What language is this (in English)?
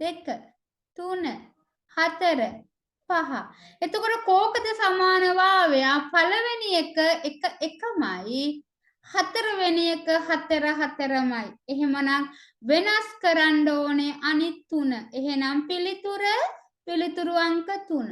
Sinhala